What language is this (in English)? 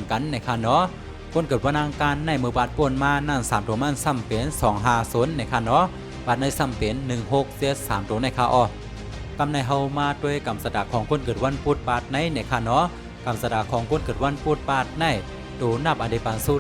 Shan